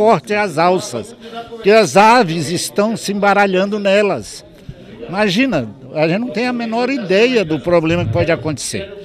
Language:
Portuguese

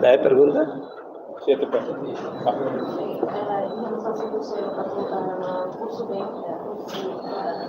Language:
Tetum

